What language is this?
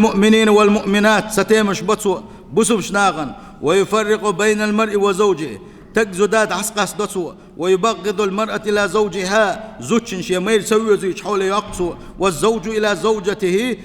Chechen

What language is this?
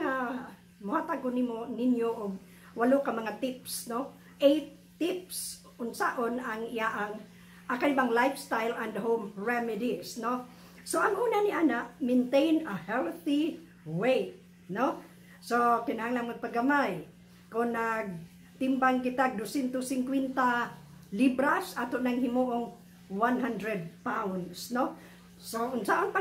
Cebuano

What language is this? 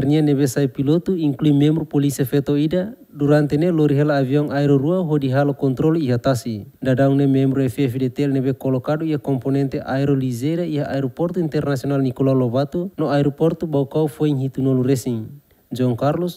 Tetum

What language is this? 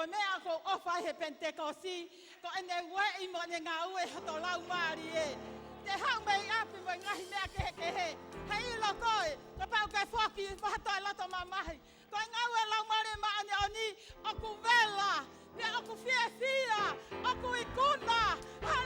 Tongan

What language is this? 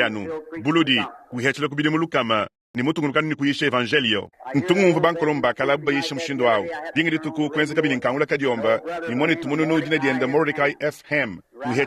Luba-Lulua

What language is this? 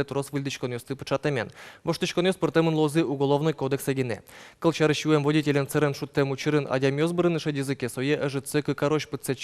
Udmurt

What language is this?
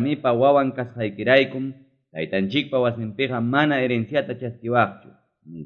Ayacucho Quechua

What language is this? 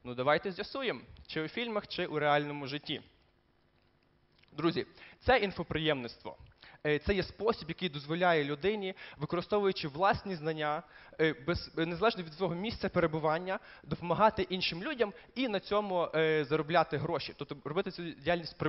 Ukrainian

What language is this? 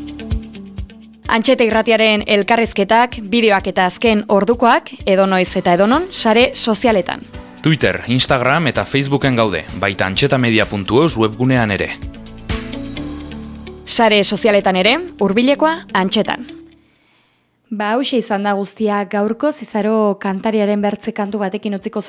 Basque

